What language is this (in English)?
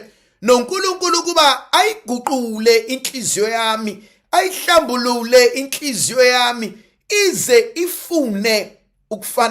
Zulu